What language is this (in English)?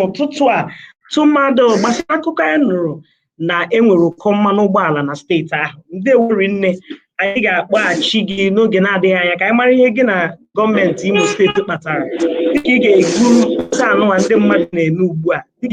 Igbo